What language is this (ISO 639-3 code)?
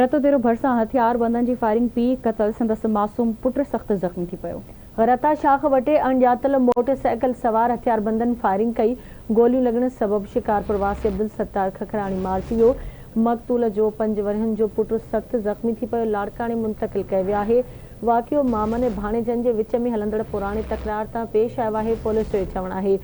snd